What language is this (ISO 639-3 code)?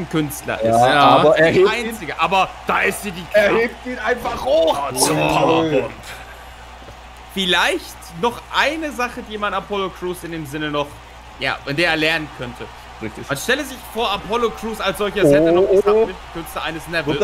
deu